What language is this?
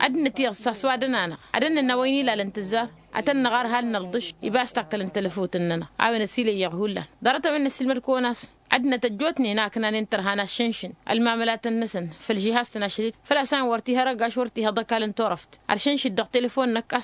Tamasheq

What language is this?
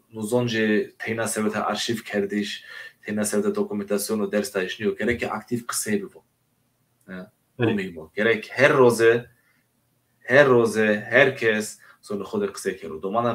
Zaza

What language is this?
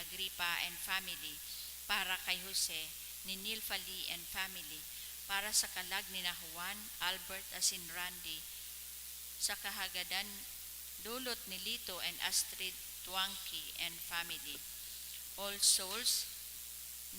Bikol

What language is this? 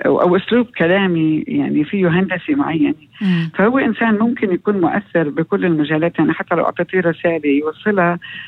North Levantine Arabic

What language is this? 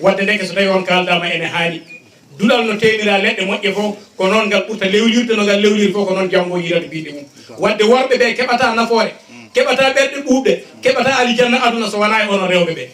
Fula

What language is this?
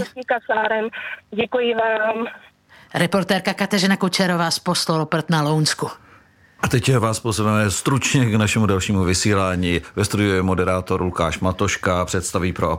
Czech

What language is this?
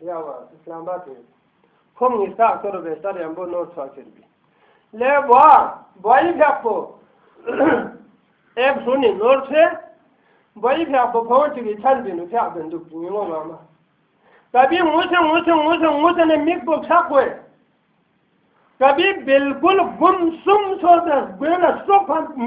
Urdu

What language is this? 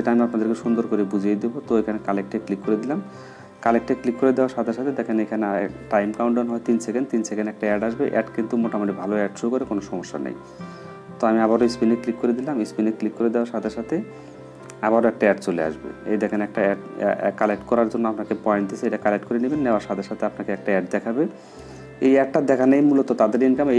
Bangla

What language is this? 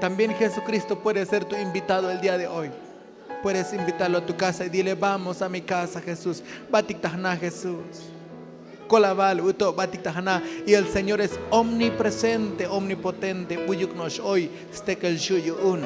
Tzotzil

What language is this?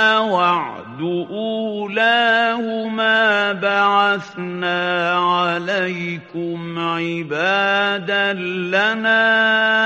Arabic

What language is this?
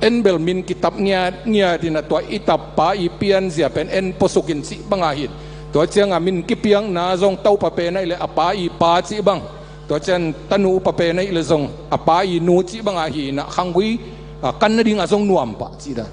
Tedim Chin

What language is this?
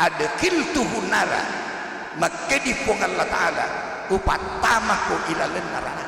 Buginese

